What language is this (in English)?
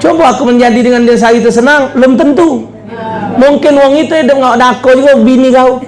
Musi